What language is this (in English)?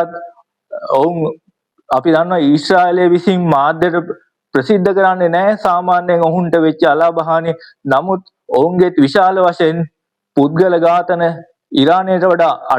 Sinhala